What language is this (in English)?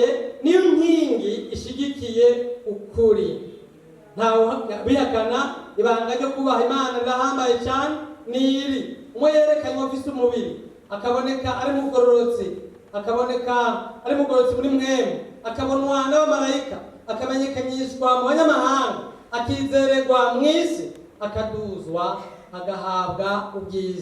Rundi